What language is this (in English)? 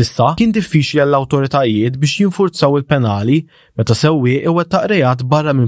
Maltese